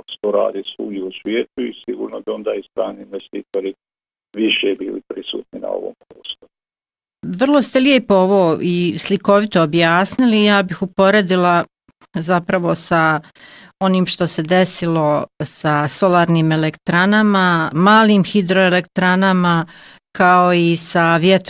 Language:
Bosnian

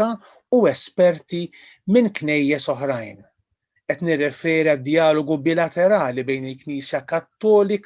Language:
Maltese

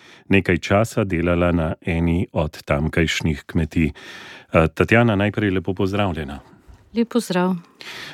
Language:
Slovenian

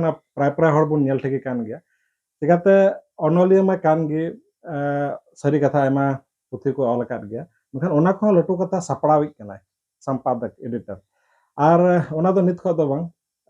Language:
Santali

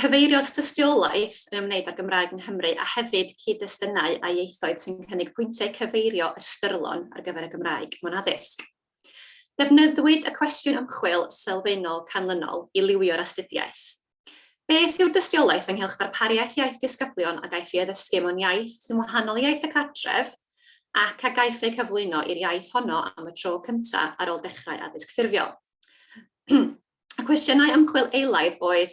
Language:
Welsh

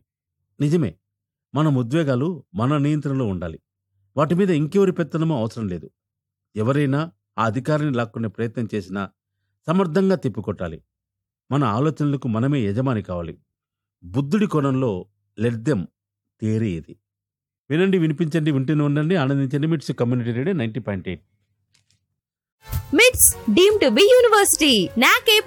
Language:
Telugu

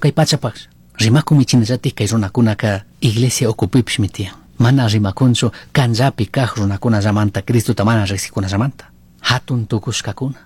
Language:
Chimborazo Highland Quichua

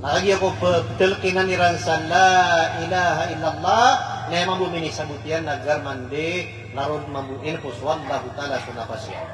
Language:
Maranao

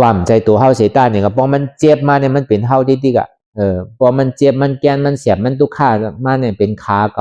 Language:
Shan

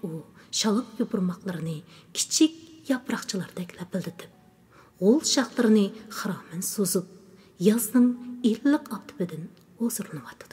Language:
Uyghur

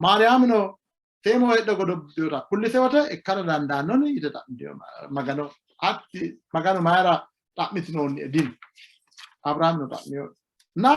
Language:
Sidamo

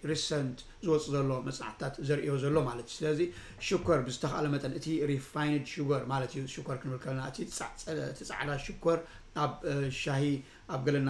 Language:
Tigrinya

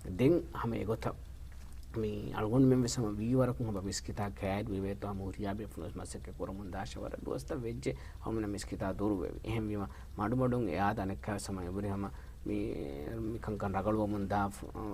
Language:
Divehi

